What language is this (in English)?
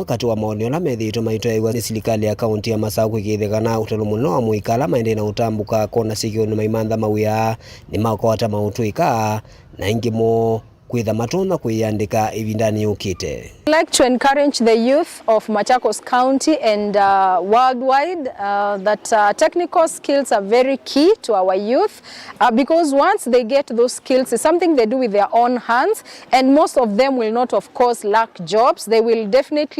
Kamba